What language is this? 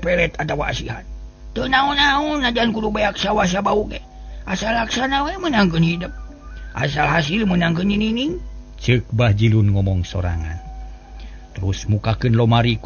Sundanese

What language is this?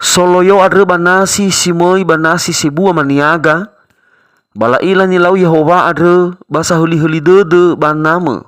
Nias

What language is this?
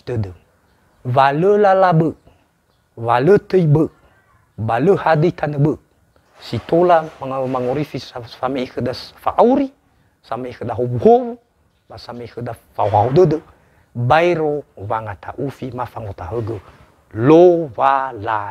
Nias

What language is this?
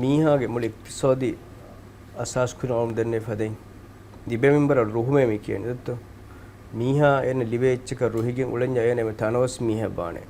Divehi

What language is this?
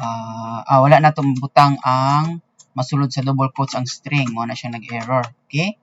Cebuano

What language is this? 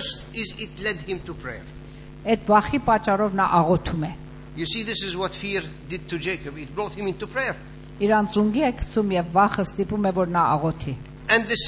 Armenian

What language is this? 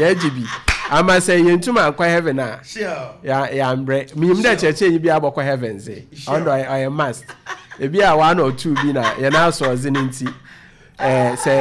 Akan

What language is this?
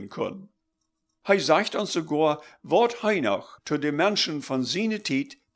Plautdietsch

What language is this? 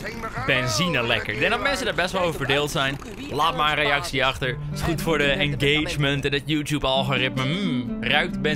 Dutch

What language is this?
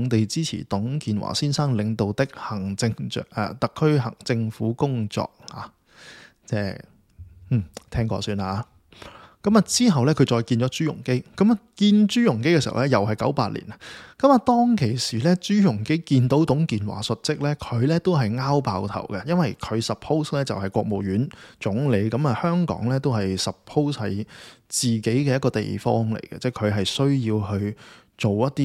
Cantonese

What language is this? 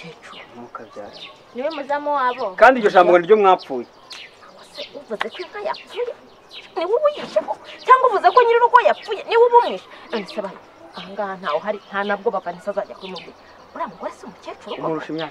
Kinyarwanda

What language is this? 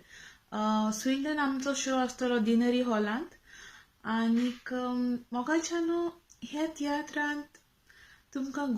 Konkani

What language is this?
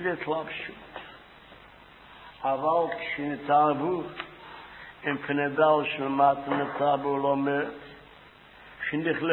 Hebrew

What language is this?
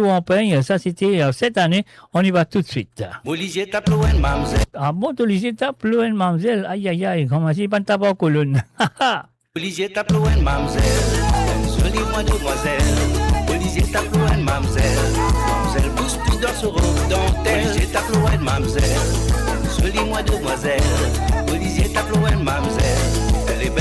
Morisyen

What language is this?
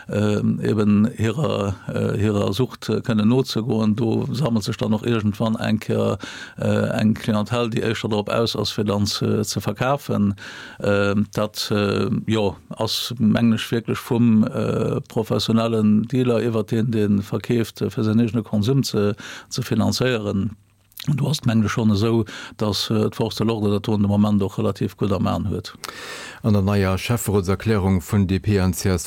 Luxembourgish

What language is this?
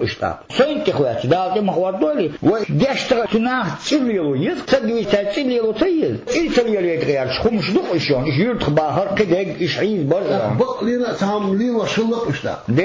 Chechen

